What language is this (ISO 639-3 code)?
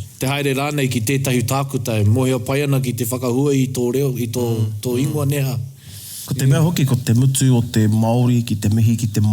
mri